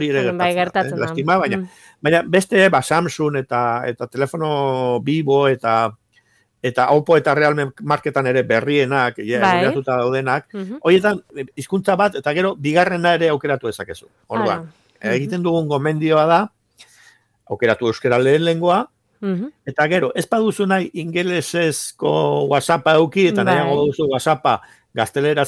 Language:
Basque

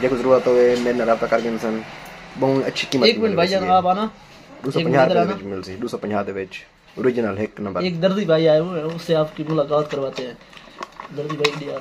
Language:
Saraiki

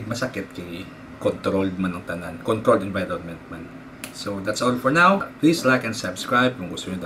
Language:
Hiligaynon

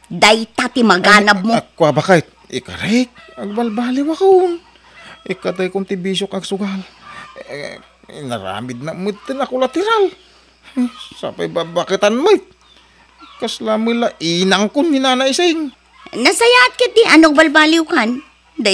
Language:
Iloko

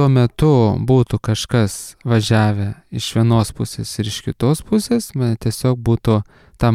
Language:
Lithuanian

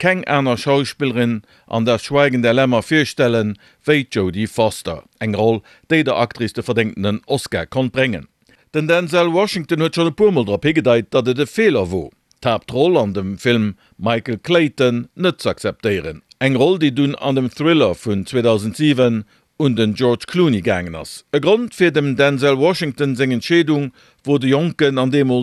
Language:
Luxembourgish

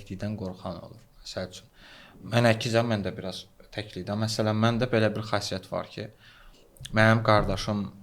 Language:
Azerbaijani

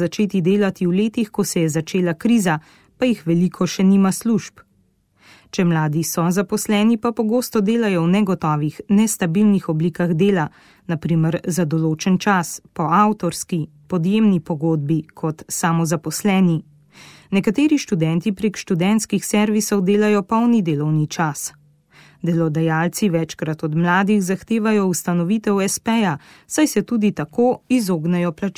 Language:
Slovenian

